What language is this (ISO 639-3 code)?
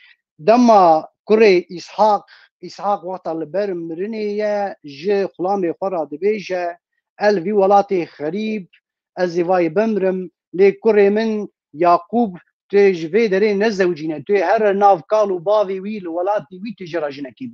kur